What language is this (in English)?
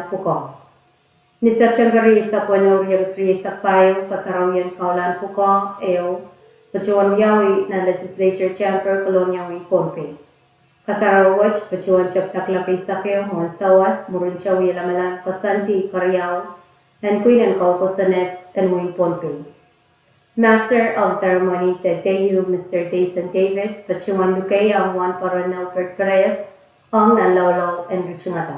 Pohnpeian